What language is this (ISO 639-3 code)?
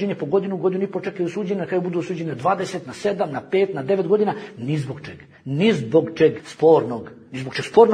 bos